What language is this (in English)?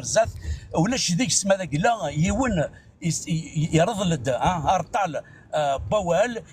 Kabyle